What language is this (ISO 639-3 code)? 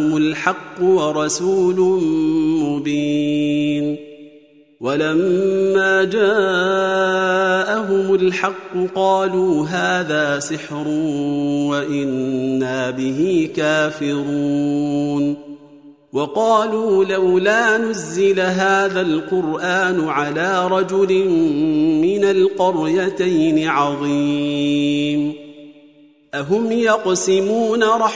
ara